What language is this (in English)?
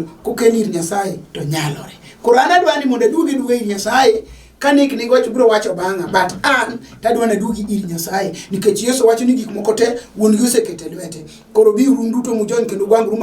Luo (Kenya and Tanzania)